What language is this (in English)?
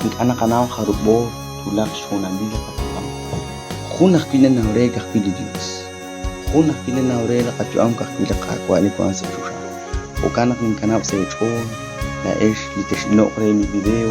Kekchí